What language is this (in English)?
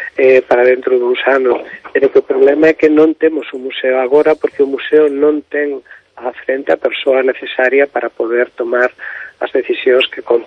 Galician